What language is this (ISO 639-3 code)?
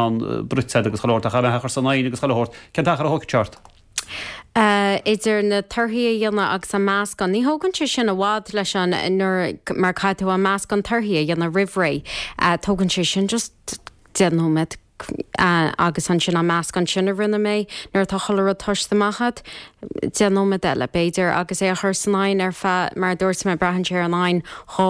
gle